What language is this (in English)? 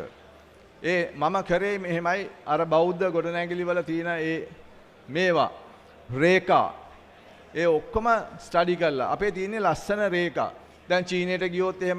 Sinhala